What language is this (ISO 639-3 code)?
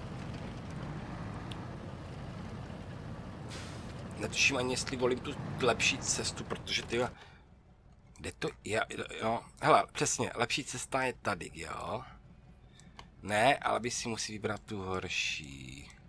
ces